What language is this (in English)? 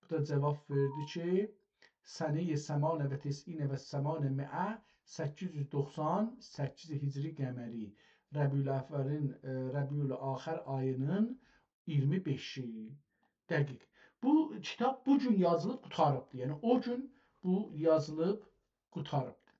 South Azerbaijani